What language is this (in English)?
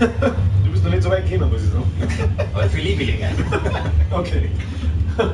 Bavarian